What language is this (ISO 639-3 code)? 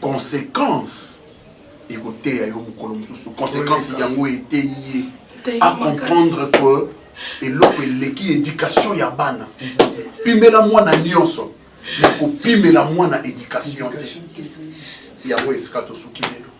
lin